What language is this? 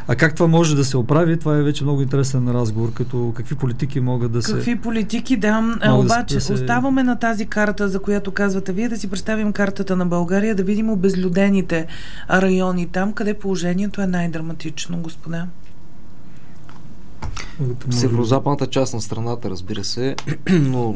Bulgarian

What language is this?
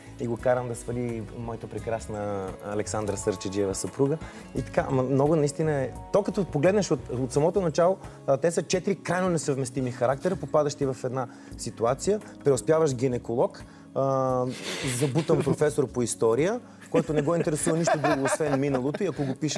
Bulgarian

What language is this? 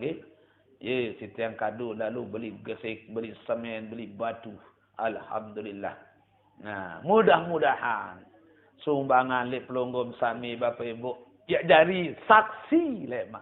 Sasak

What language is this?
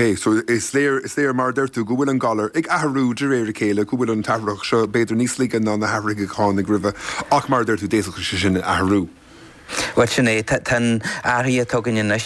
Irish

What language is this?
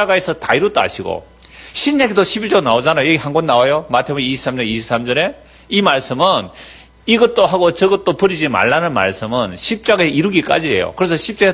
Korean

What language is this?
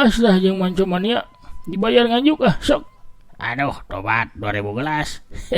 Sundanese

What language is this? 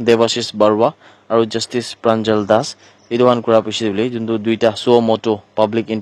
Naga Pidgin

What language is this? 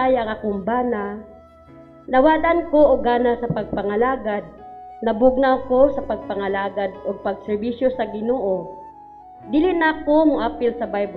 Cebuano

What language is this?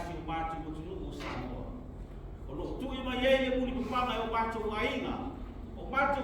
Samoan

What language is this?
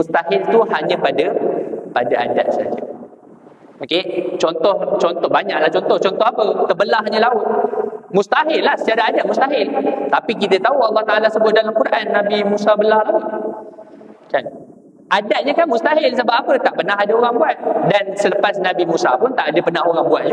Malay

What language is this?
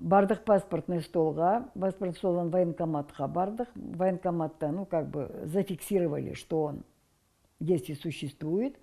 Crimean Tatar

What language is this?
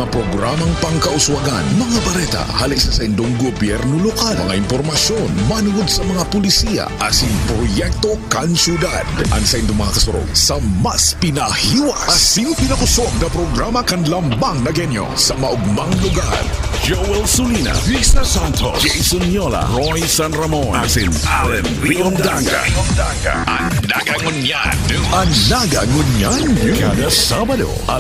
Bikol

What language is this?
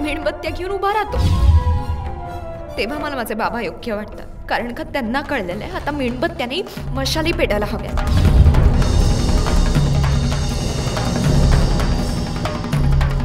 Marathi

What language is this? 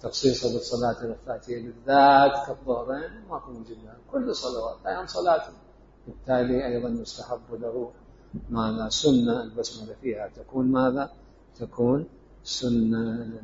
Mesopotamian Arabic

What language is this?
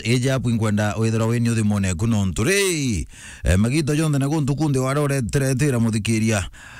Meru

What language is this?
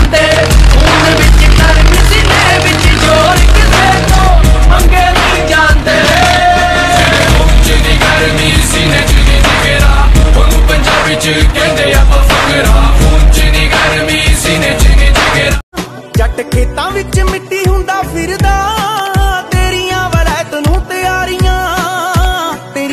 Punjabi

